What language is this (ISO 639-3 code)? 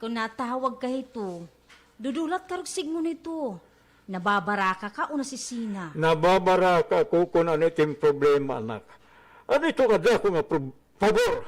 war